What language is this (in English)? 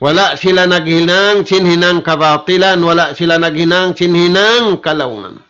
Tausug